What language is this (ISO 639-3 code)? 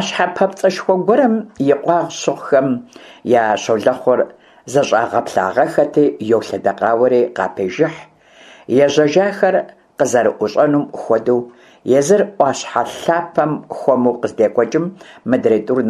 kbd